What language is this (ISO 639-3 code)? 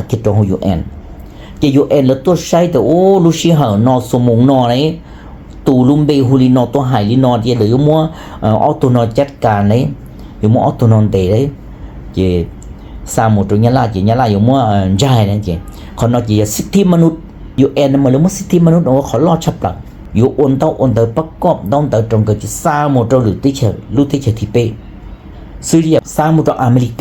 hmn